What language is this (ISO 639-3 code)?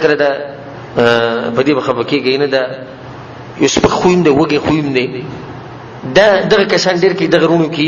pus